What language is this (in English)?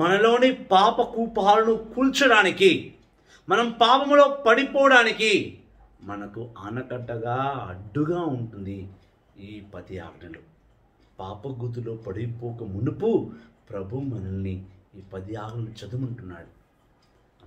Telugu